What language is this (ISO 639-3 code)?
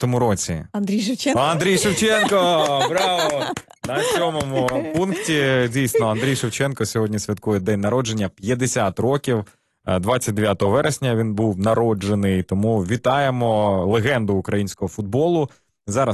ukr